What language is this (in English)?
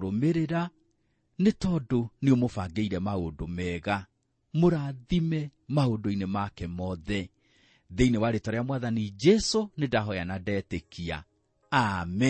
Kikuyu